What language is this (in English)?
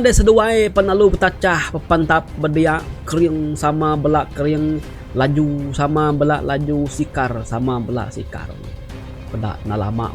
Iban